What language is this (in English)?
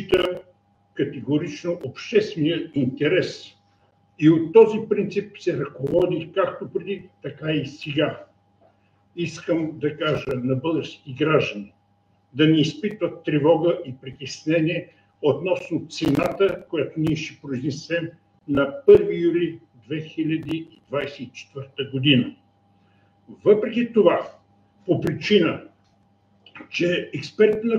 Bulgarian